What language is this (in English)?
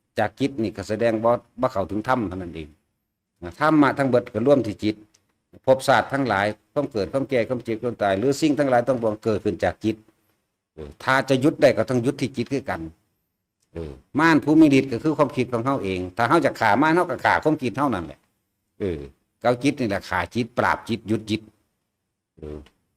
Northeastern Thai